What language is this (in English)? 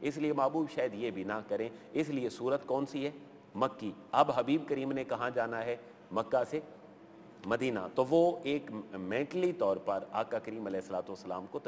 Urdu